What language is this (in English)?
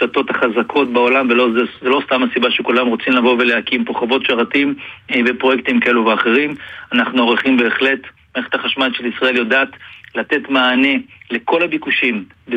Hebrew